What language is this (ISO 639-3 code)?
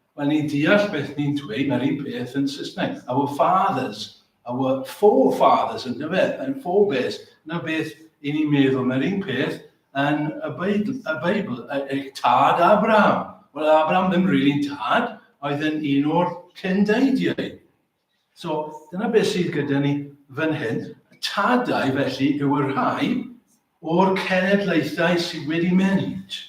cym